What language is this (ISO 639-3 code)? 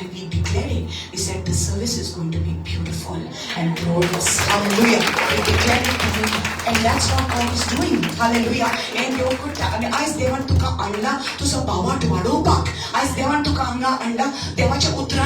kok